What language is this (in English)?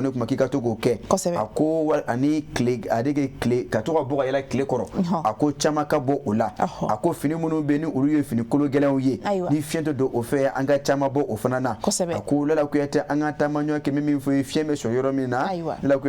Bambara